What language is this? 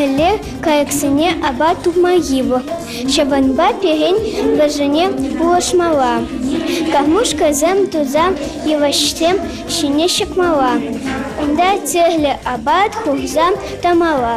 Chuvash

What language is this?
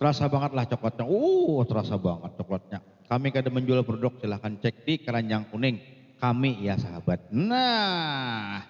Banjar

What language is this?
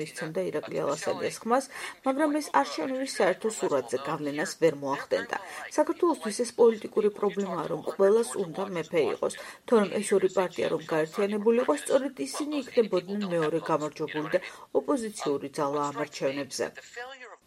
Georgian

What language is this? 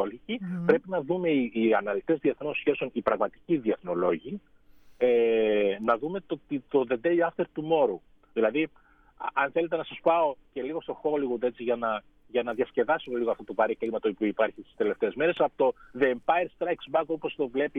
Greek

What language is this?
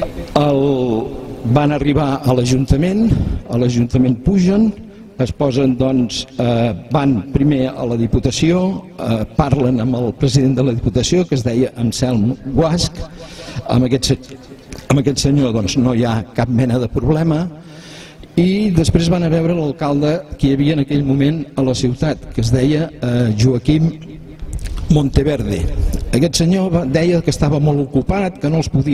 Catalan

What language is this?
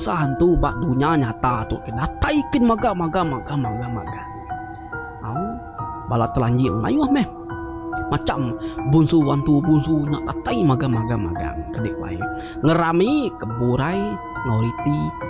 Iban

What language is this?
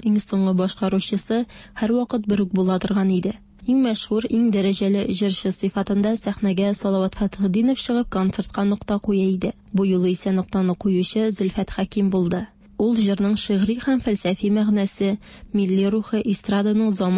Tatar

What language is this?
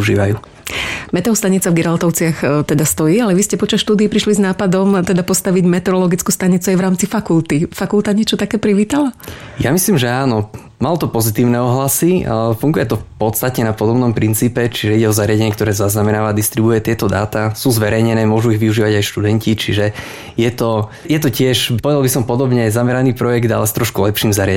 Slovak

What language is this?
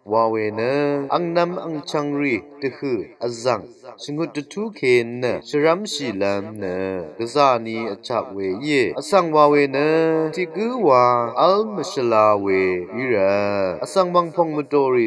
Rawang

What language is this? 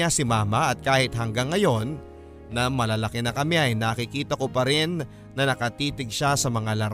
Filipino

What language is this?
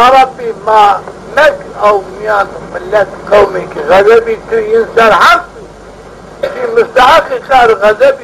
Zaza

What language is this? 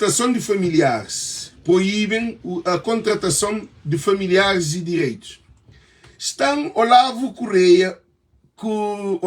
Kabuverdianu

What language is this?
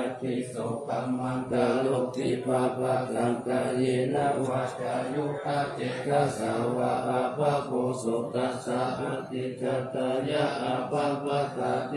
Pali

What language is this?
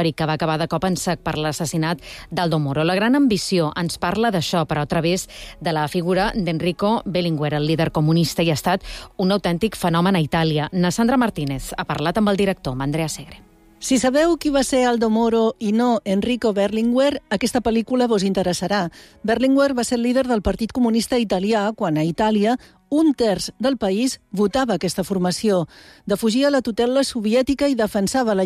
Catalan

